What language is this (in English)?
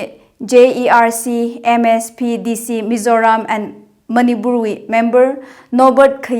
Tangkhul Naga (India)